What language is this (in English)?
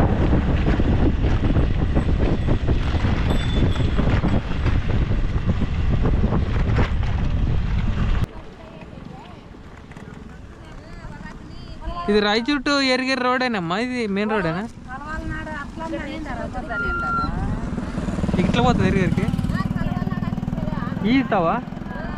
Telugu